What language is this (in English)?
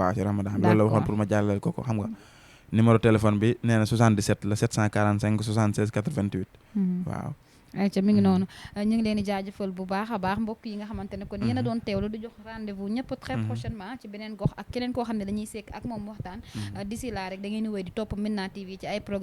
Wolof